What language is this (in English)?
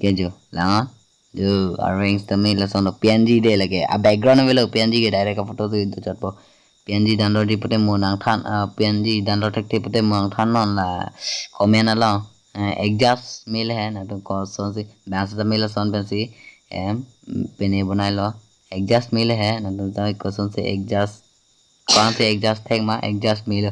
Karbi